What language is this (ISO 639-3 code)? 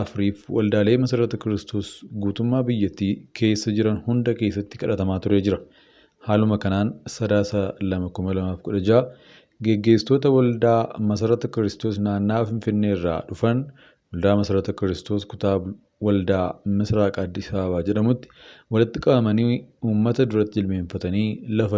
orm